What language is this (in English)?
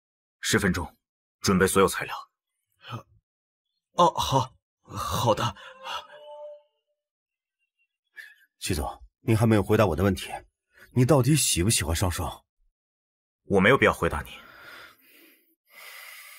Chinese